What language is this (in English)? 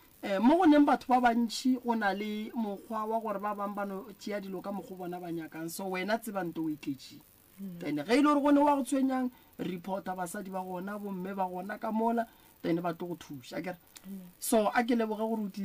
Northern Sotho